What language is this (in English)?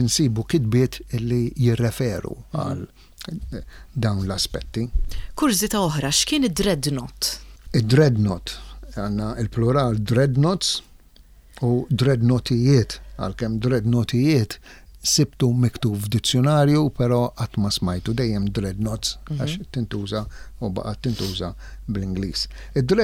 Maltese